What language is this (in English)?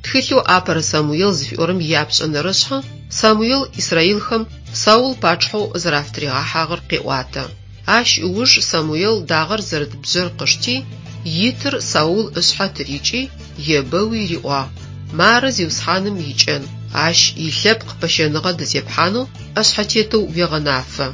Adyghe